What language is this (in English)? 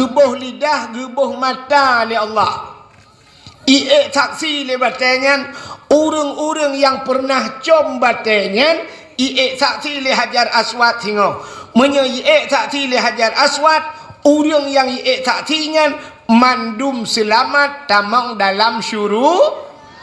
Achinese